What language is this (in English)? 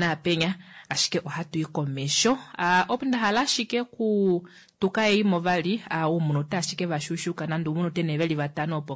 Kuanyama